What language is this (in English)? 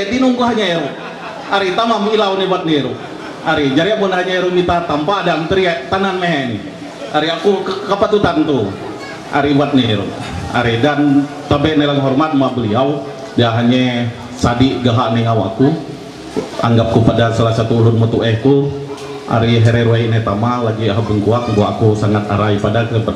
Ma'anyan